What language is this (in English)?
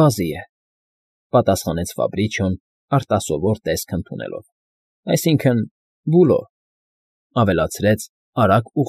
Armenian